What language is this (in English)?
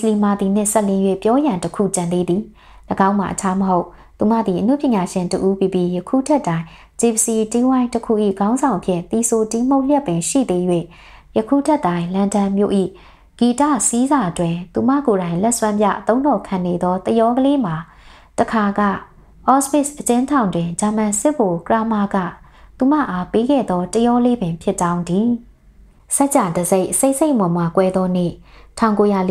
Burmese